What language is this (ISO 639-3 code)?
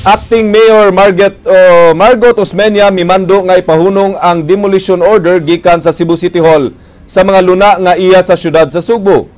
ceb